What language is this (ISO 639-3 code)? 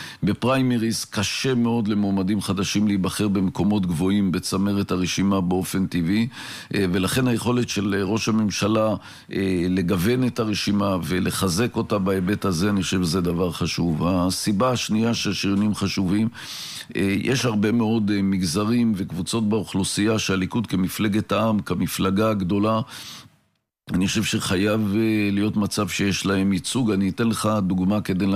heb